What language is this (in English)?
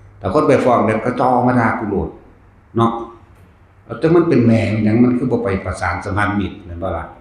Northeastern Thai